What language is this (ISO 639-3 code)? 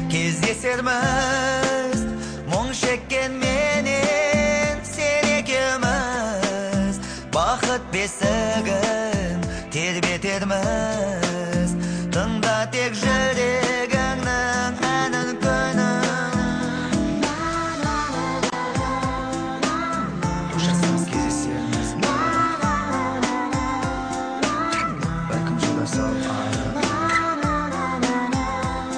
kaz